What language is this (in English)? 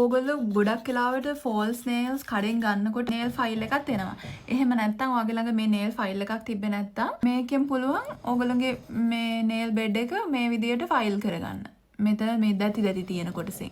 Sinhala